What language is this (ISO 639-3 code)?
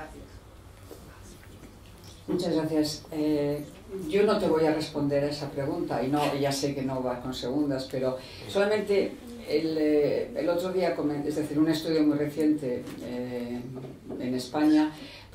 spa